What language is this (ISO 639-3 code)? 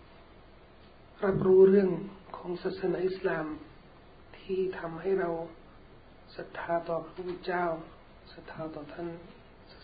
tha